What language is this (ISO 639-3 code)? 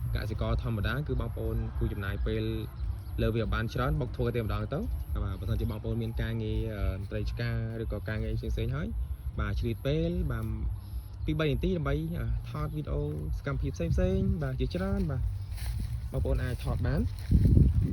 khm